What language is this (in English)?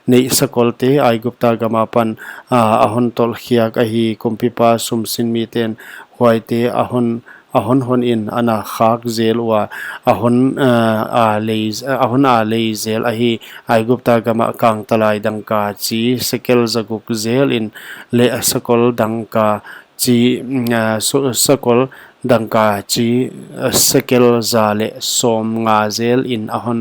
Paite Chin